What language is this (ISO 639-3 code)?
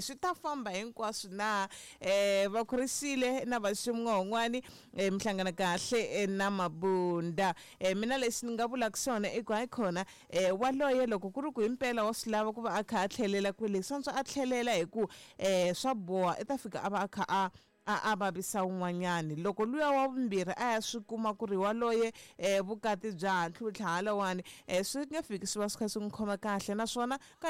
tso